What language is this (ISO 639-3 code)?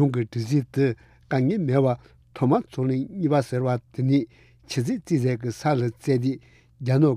bod